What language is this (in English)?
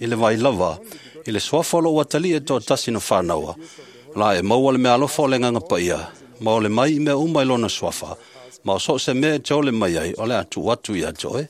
Samoan